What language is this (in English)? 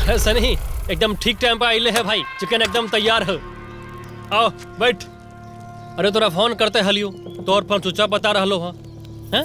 Magahi